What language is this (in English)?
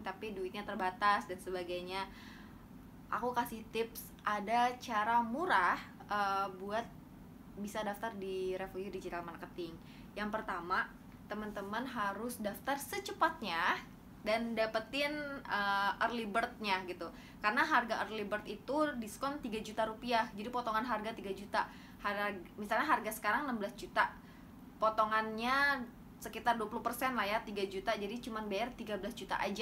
Indonesian